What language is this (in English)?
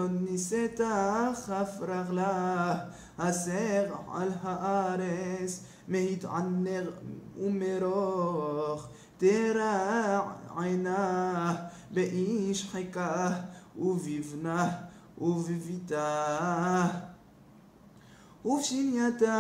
Hebrew